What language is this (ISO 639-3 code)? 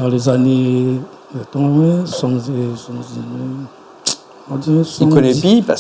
rcf